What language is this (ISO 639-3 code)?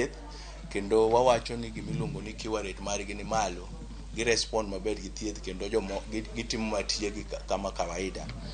luo